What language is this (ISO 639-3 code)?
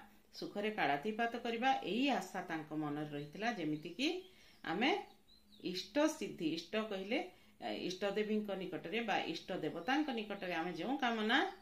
ori